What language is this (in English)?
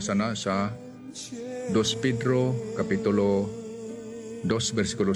Filipino